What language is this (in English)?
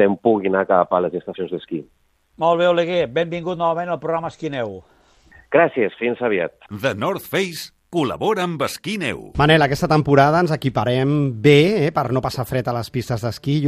Catalan